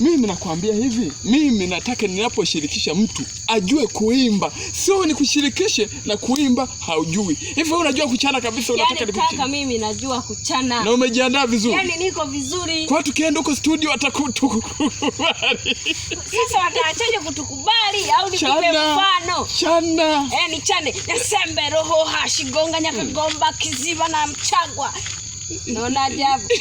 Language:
Swahili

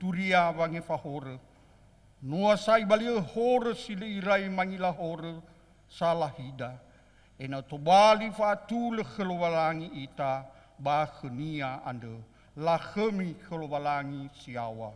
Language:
Nias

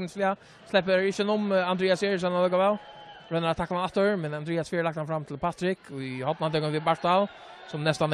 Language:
Faroese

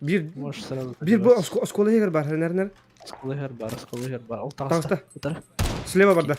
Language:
Yakut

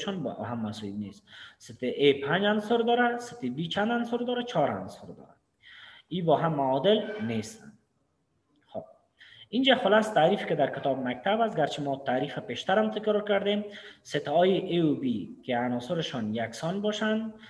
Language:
Persian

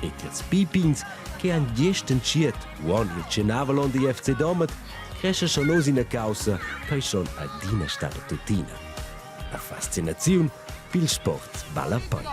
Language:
Romansh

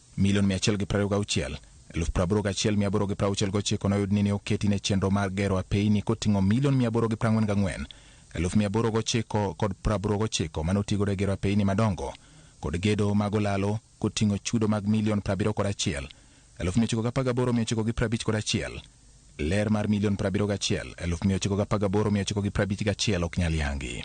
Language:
Luo (Kenya and Tanzania)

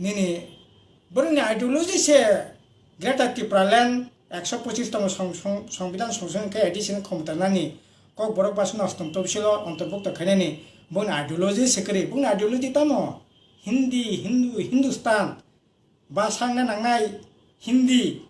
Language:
Kok Borok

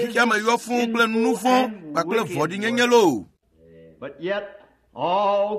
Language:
Ewe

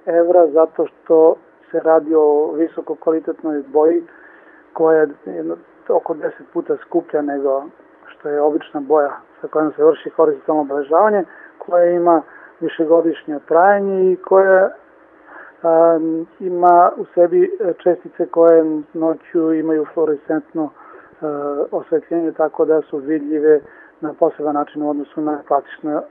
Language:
Serbian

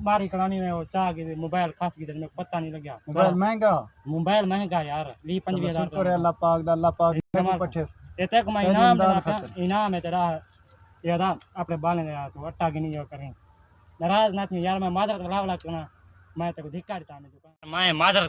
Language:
Saraiki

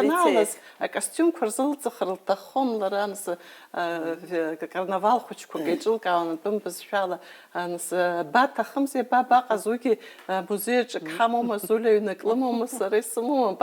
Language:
Abkhazian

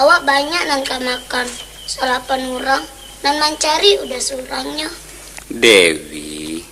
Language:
Minangkabau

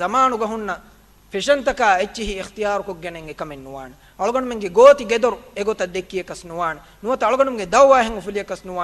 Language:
Divehi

